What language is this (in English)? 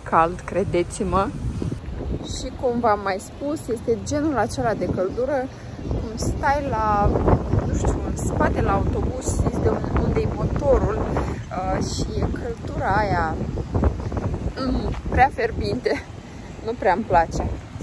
Romanian